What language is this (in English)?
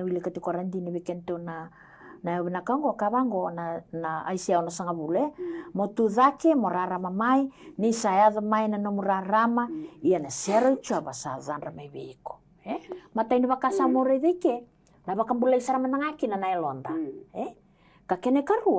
Fijian